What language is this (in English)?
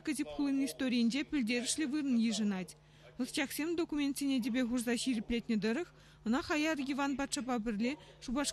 Chuvash